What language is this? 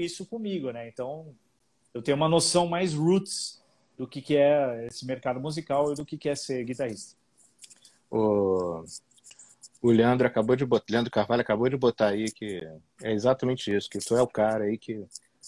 Portuguese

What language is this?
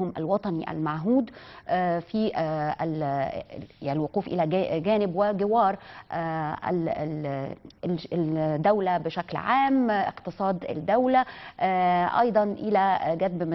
Egyptian Arabic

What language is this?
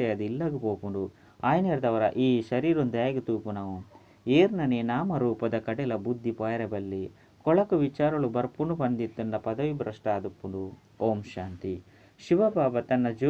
Tulu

